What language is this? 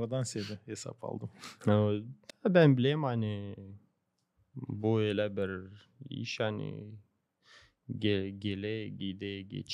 Gagauz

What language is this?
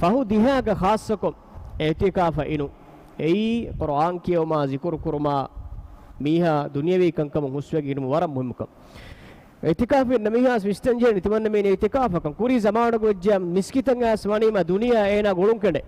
Divehi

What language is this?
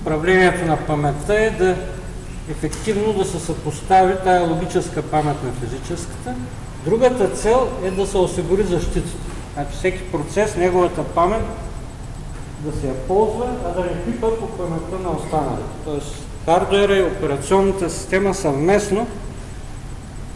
Bulgarian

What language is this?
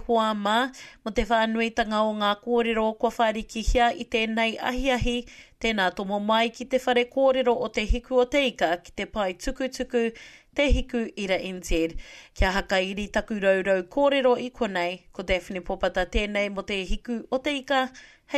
Māori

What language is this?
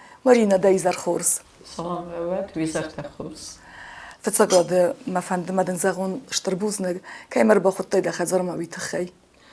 Ossetic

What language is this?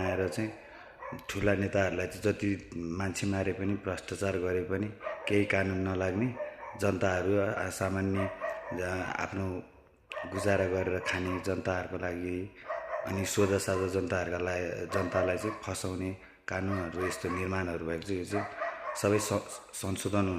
Nepali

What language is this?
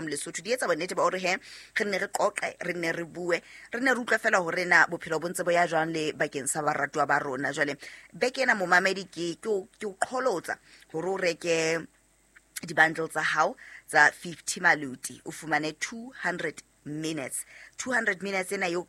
Southern Sotho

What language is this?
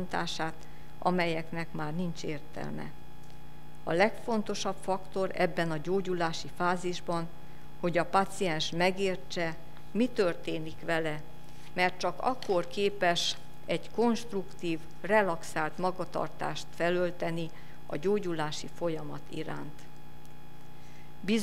Hungarian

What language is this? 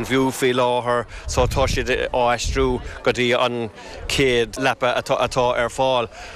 Irish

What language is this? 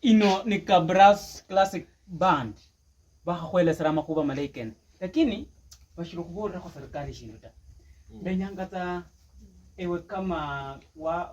Luyia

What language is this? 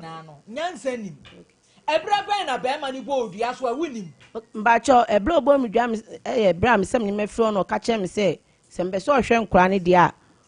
Akan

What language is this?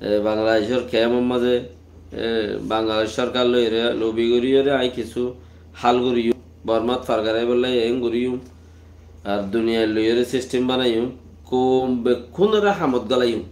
Rohingya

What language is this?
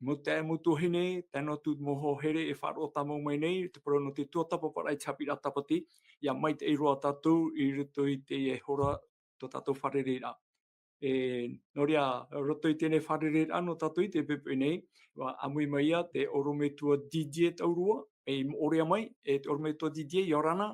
Tahitian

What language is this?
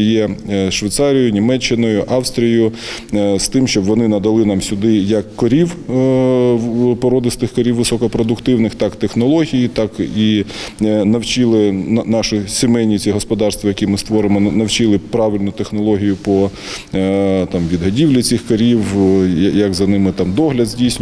Ukrainian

